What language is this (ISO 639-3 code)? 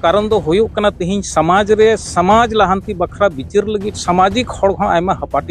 sat